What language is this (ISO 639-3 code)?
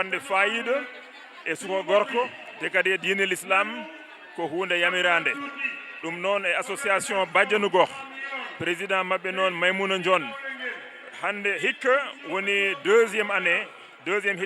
ful